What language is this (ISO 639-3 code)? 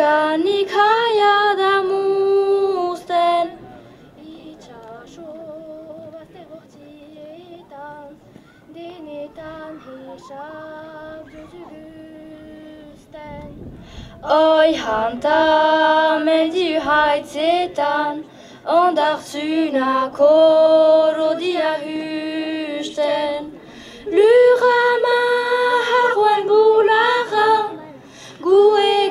eus